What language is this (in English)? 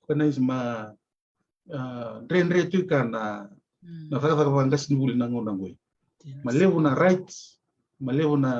Fijian